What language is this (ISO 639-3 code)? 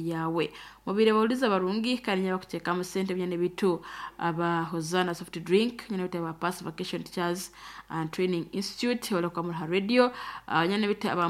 nyo